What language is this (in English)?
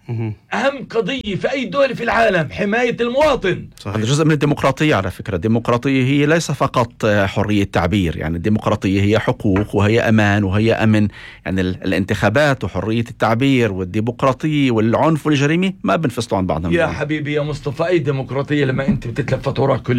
North Levantine Arabic